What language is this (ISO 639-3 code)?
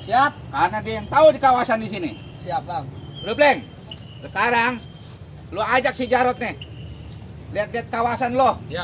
bew